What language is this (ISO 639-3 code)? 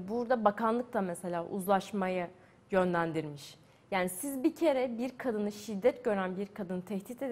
tur